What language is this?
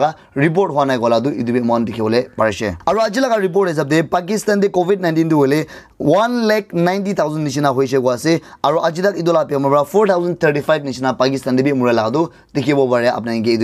Naga Pidgin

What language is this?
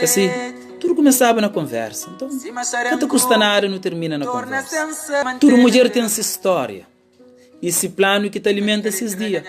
Kabuverdianu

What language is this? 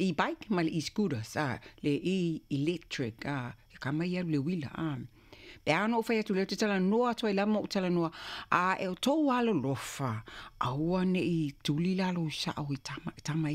Samoan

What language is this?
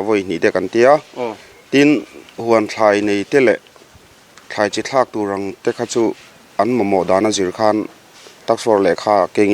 Mizo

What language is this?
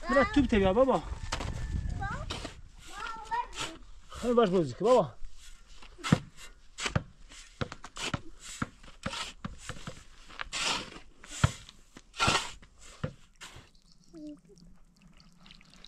Persian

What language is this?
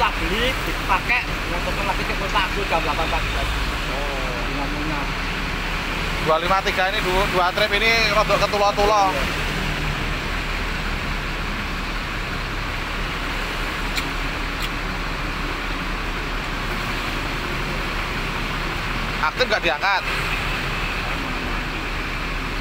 Indonesian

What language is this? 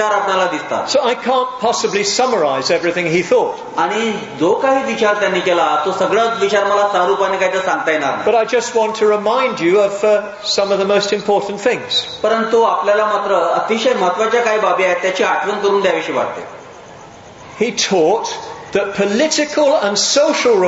Marathi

